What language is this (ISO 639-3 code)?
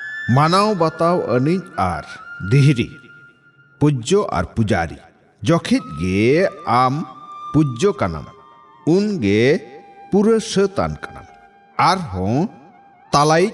sat